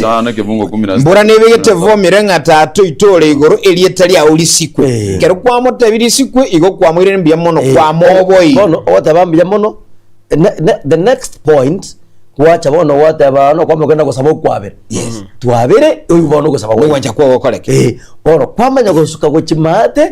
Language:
Gusii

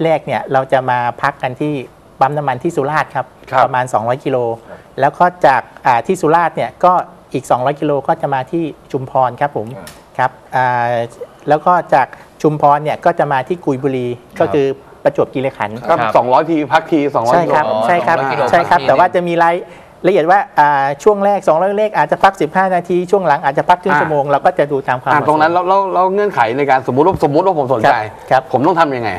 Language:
Thai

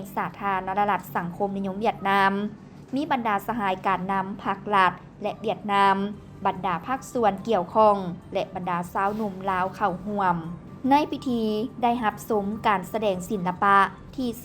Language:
Lao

